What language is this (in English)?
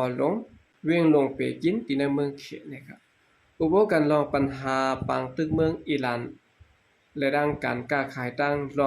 Shan